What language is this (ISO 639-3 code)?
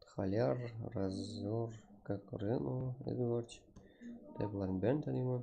kaa